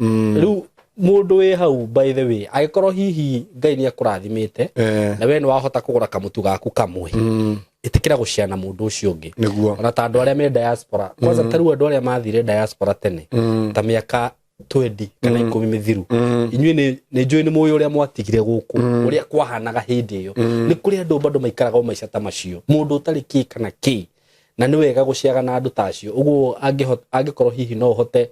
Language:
Kikuyu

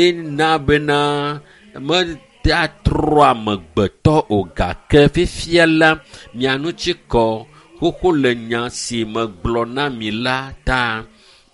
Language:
Ewe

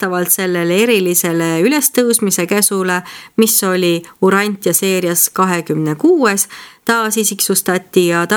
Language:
Estonian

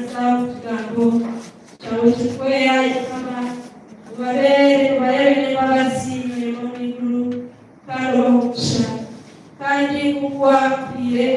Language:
Nyankole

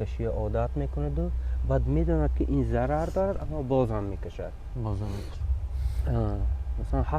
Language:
Tajik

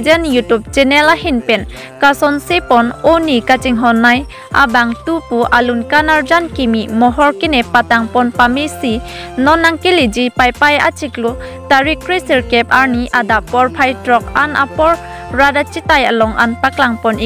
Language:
Karbi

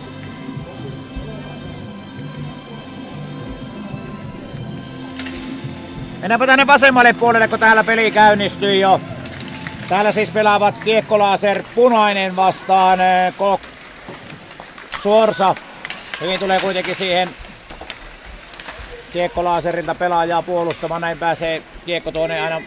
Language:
Finnish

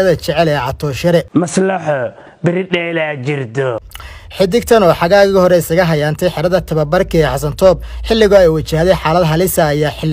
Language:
Somali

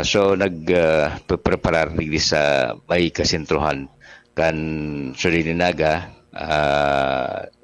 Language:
Bikol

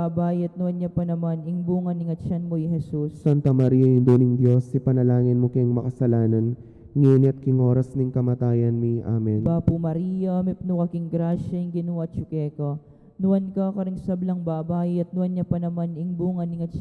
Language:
Pampanga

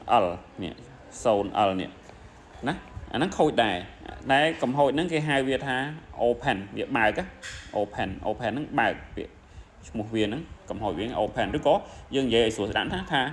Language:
Khmer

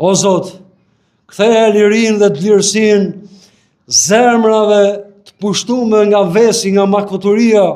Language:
Albanian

